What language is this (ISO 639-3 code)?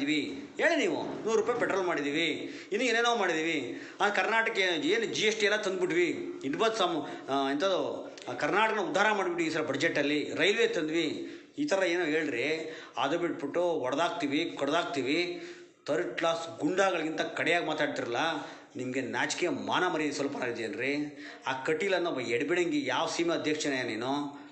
kan